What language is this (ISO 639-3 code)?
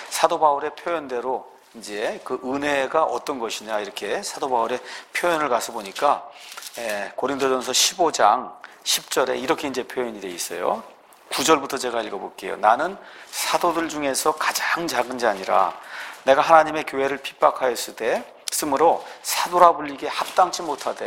kor